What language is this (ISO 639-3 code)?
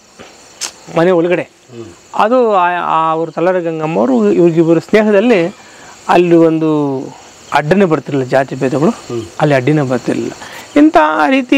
kan